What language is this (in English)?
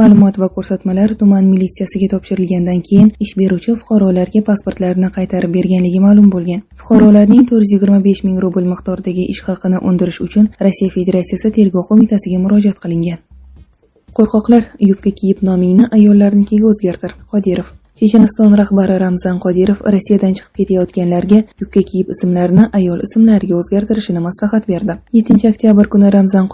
Uzbek